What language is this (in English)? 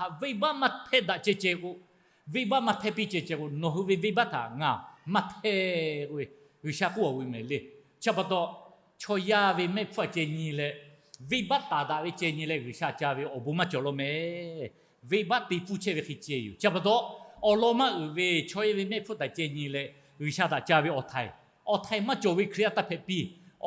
Lahu